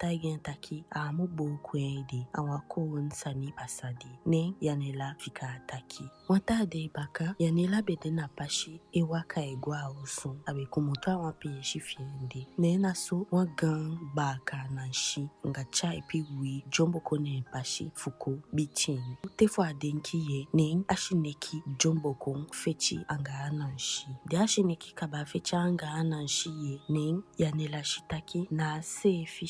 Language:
Eastern Maroon Creole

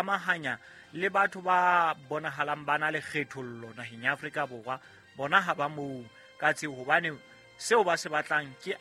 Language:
Southern Sotho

